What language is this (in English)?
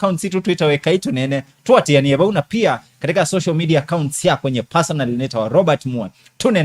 Kamba